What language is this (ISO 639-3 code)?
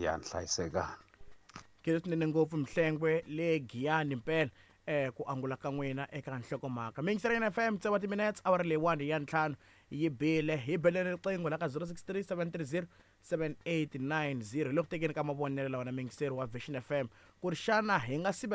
tso